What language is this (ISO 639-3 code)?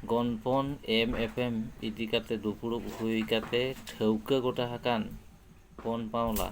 sat